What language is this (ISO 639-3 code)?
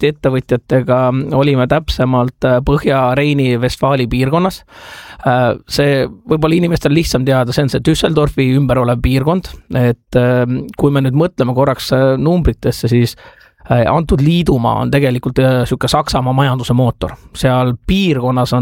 est